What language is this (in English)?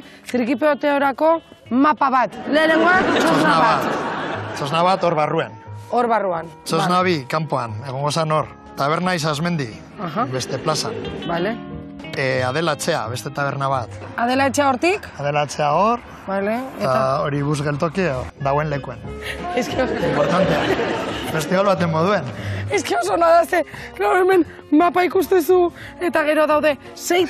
Basque